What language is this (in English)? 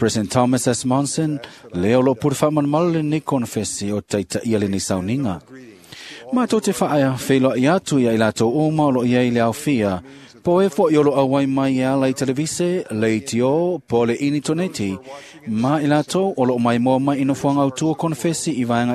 Samoan